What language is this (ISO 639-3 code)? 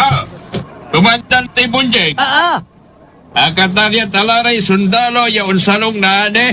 pag